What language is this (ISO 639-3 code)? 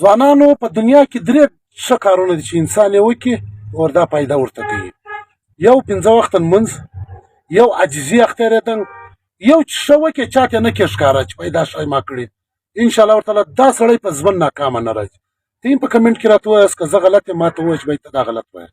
pus